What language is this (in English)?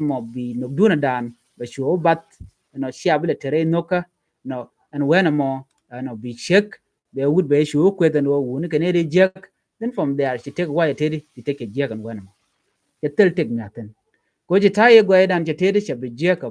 Nuer